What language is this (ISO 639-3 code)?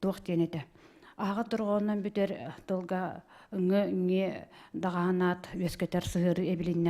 sah